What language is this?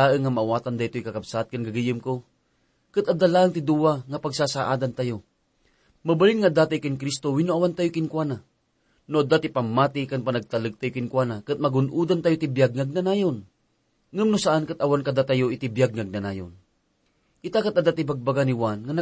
Iloko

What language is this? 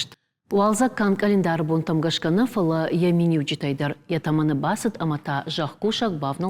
Ossetic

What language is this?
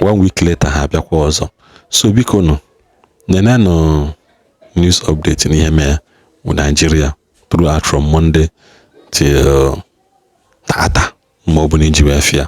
Igbo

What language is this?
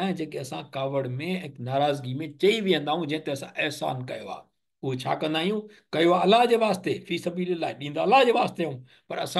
Sindhi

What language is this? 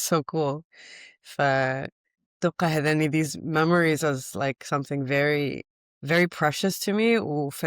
Mesopotamian Arabic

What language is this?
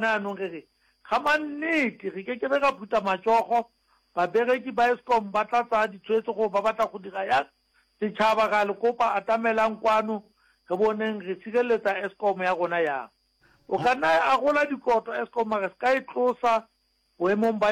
Northern Sotho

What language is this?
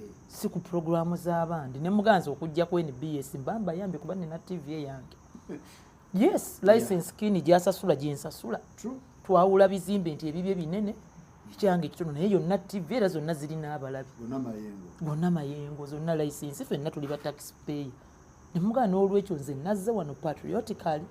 Ganda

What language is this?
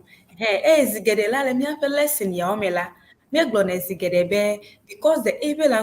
Ewe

